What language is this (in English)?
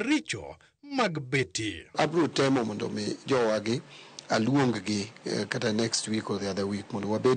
Luo (Kenya and Tanzania)